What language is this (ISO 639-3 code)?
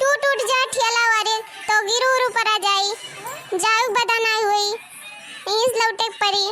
awa